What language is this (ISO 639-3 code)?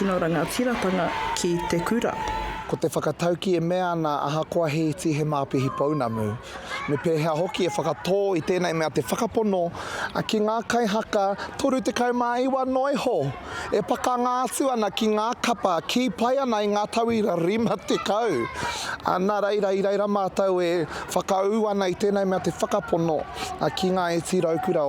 mri